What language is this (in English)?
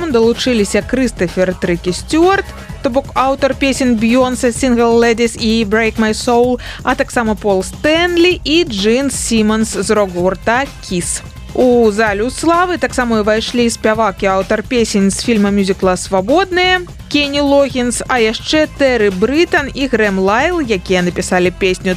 Belarusian